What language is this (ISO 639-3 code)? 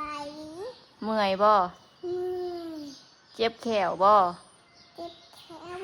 tts